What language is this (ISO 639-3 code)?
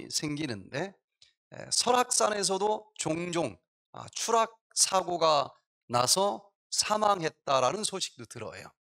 kor